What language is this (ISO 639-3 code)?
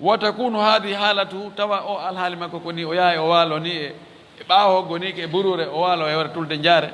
ful